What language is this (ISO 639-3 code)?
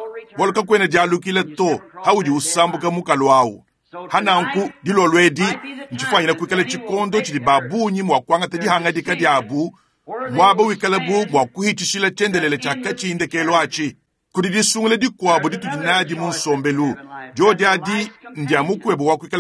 lua